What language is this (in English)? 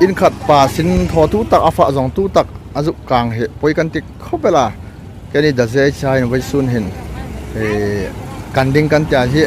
Hmar